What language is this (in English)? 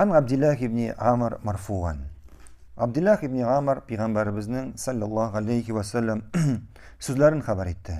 Tatar